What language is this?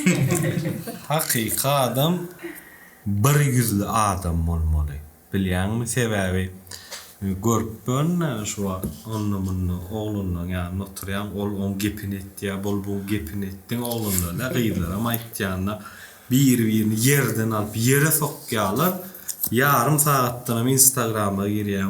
Turkmen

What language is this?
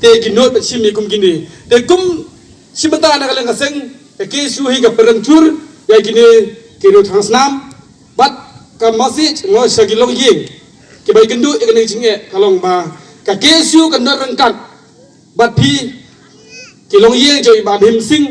Khasi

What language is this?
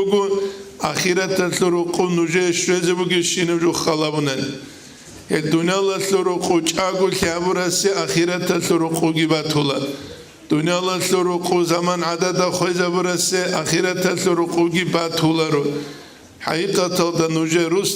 Avaric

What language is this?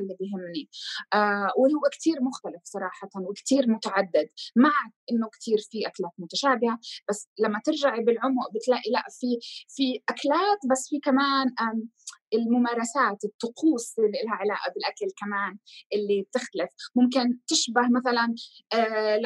North Levantine Arabic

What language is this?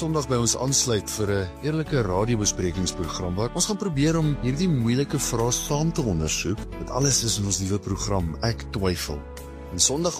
Afrikaans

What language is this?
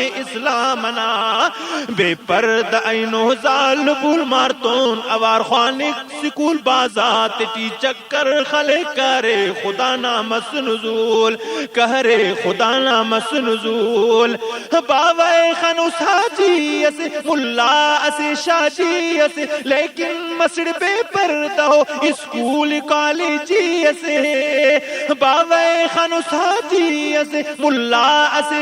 Brahui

